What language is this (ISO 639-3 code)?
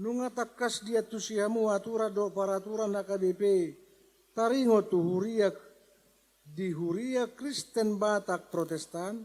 bbc